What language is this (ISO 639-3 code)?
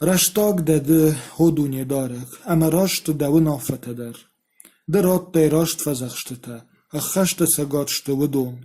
oss